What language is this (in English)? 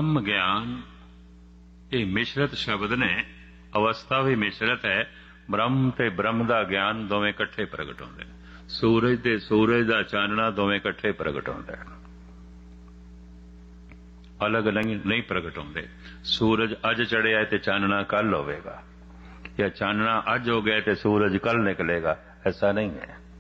Punjabi